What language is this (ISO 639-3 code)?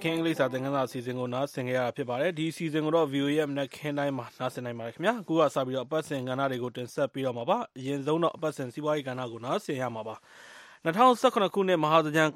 mya